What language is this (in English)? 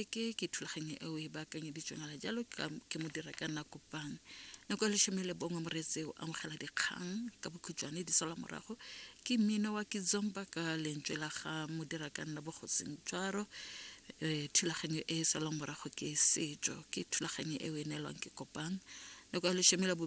Tswana